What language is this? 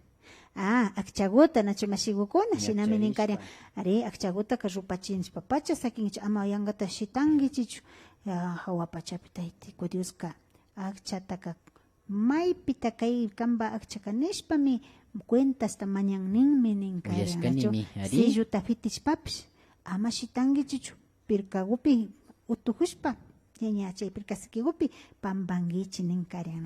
Imbabura Highland Quichua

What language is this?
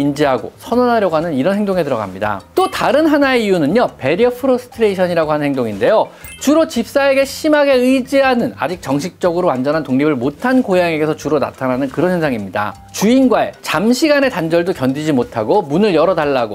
Korean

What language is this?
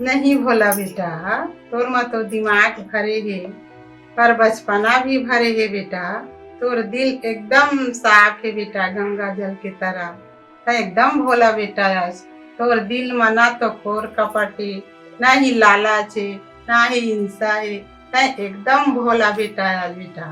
Chhattisgarhi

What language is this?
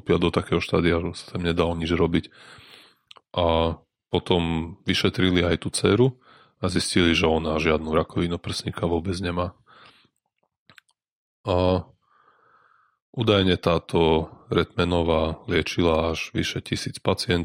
Slovak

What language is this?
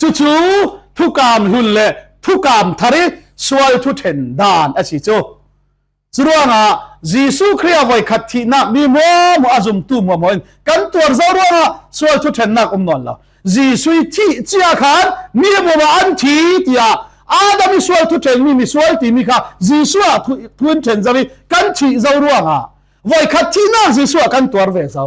Falam Chin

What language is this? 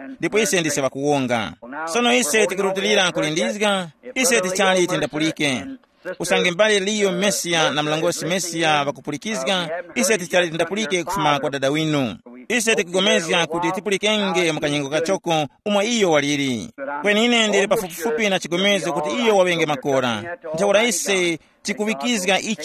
Tumbuka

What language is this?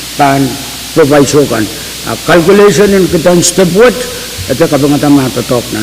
Pohnpeian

